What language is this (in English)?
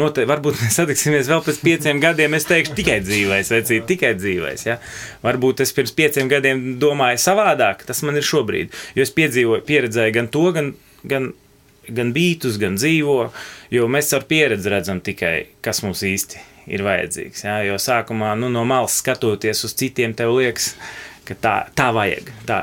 Latvian